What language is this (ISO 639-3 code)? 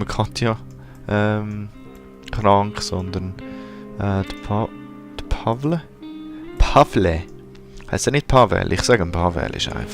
gsw